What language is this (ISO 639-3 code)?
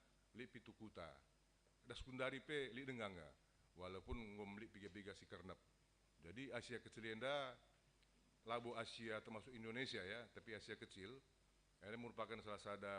btx